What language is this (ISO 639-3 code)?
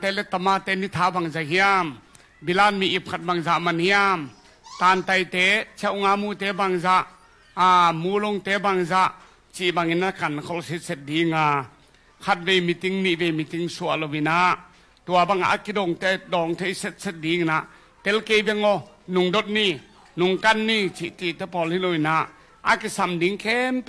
ctd